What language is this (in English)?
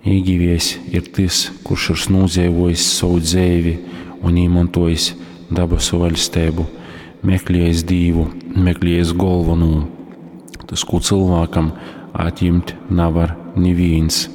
Latgalian